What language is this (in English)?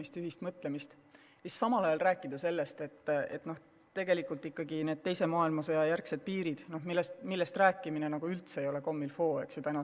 Estonian